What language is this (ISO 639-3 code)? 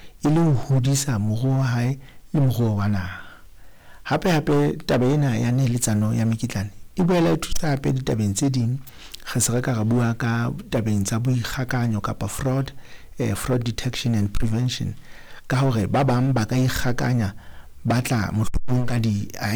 sot